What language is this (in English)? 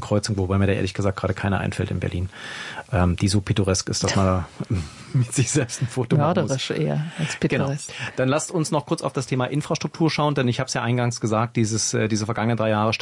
German